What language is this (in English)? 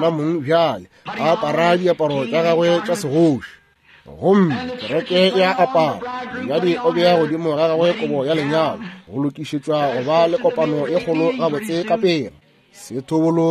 Northern Sotho